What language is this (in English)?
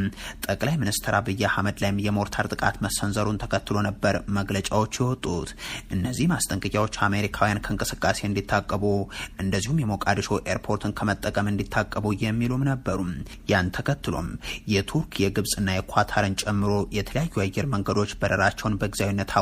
Amharic